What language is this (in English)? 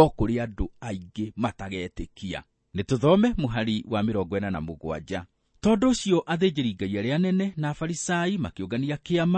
Kikuyu